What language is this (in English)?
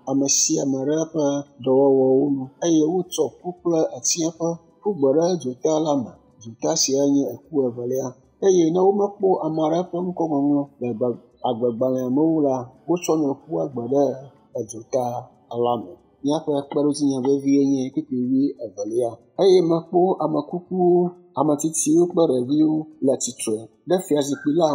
Ewe